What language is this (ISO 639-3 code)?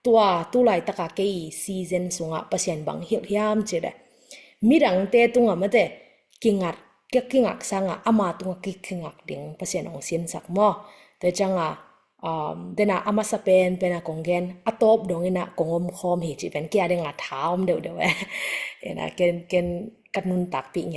ctd